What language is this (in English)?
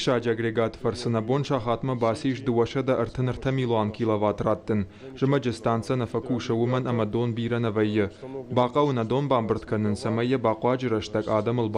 Ossetic